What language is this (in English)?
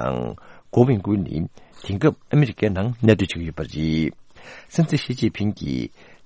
Tibetan